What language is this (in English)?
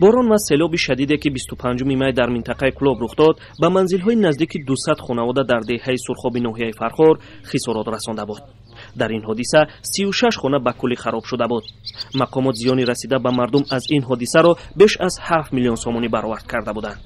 Tajik